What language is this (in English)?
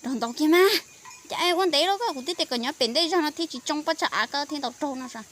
Hmong